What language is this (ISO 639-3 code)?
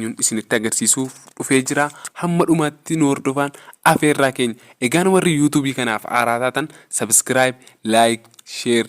orm